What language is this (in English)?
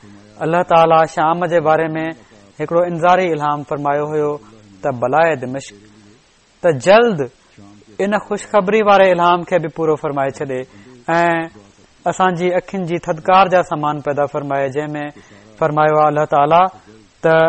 Sindhi